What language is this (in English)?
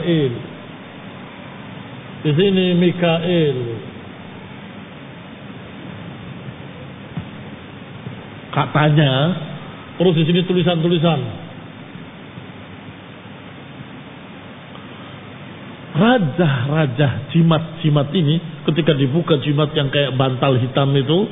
Indonesian